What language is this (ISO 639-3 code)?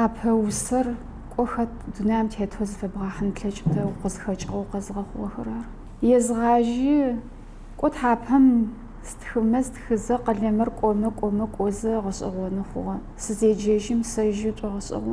ady